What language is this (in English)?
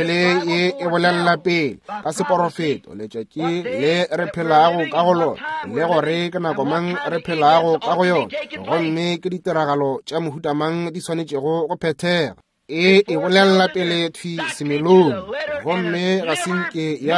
Northern Sotho